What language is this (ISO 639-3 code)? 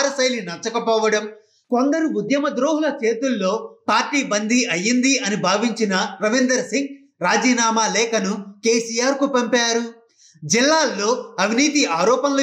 tel